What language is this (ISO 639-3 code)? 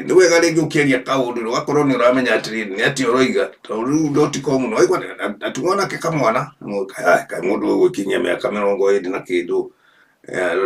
kik